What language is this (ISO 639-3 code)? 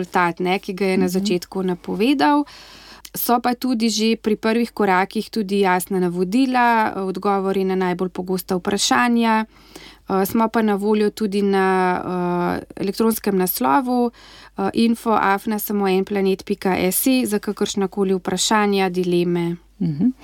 slv